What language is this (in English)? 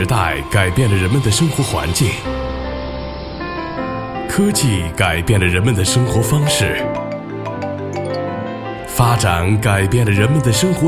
Chinese